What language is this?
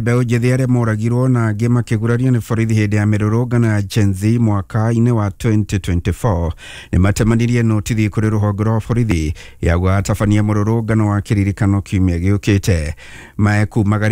Kikuyu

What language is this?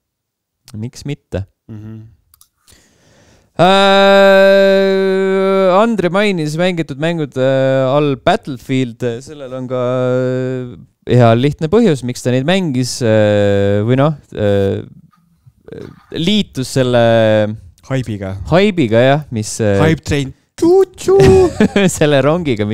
Estonian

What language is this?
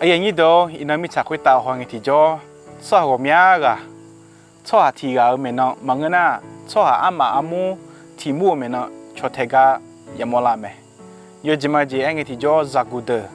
Akha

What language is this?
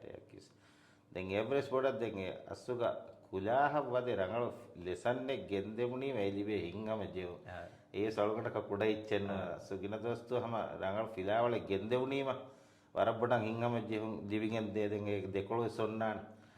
Divehi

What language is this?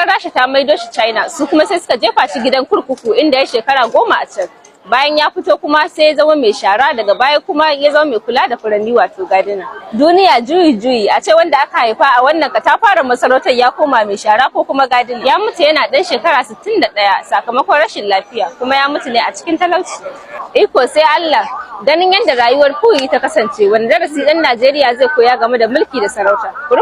Hausa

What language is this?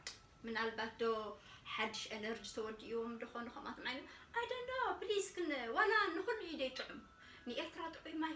Tigrinya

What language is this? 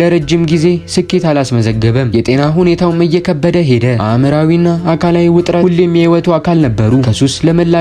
Amharic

